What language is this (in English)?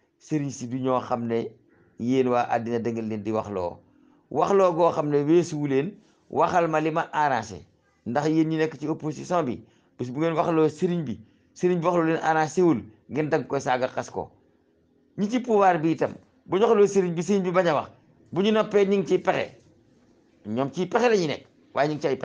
Wolof